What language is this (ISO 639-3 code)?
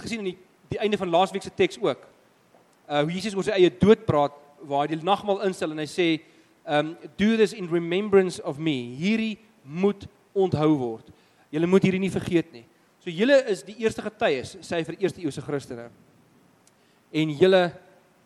afr